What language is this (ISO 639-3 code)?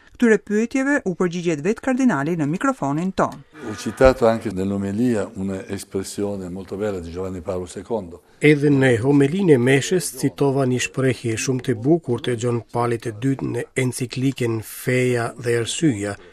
sqi